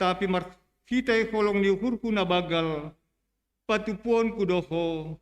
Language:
Batak Simalungun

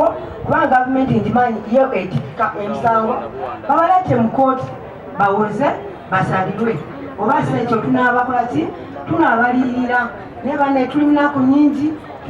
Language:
Ganda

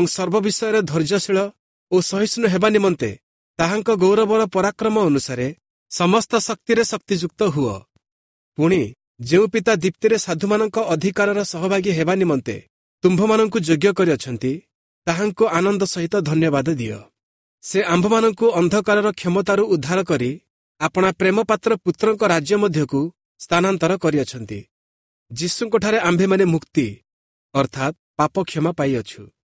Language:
Odia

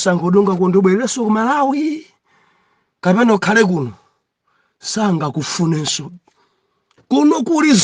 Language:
Nyanja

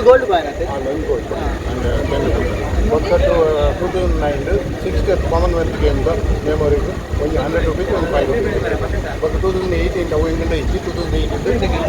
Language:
Tulu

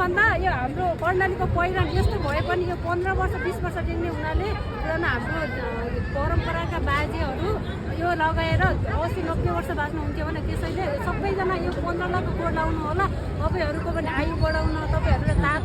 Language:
Nepali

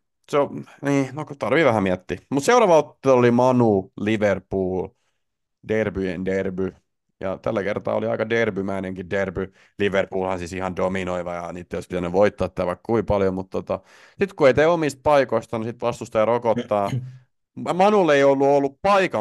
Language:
Finnish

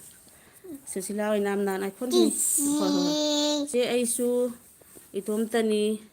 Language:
Manipuri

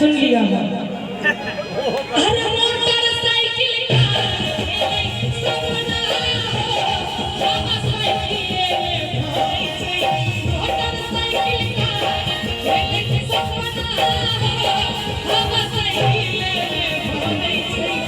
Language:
Maithili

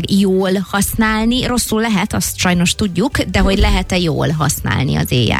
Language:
Hungarian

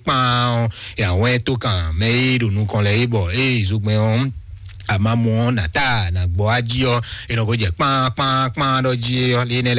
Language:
Fon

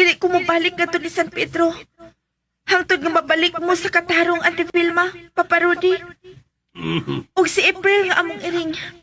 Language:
Cebuano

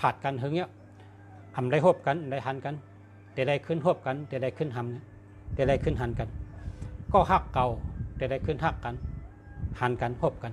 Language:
Shan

